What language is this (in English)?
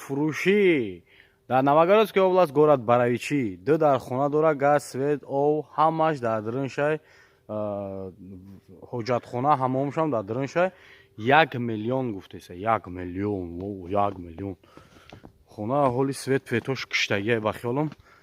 Tajik